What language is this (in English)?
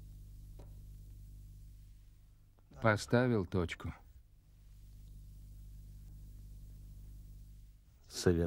Russian